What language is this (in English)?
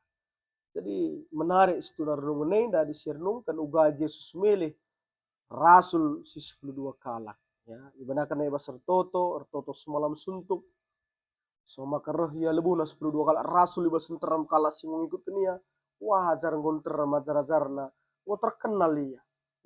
Batak Karo